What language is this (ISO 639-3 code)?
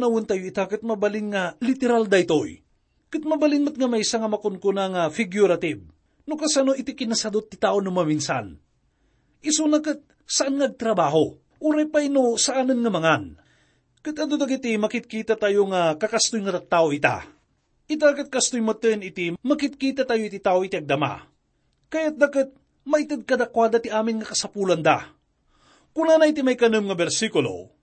ilo